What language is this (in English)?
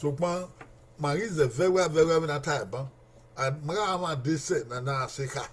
Bini